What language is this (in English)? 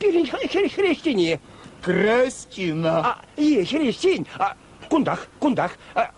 Chuvash